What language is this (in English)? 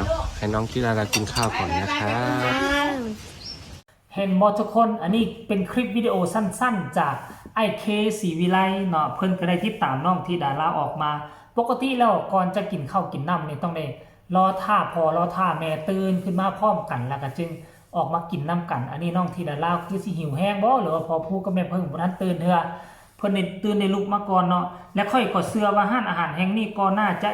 Northeastern Thai